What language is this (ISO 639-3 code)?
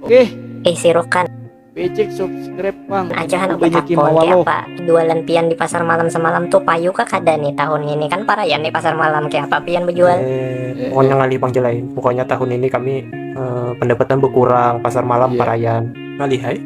bjn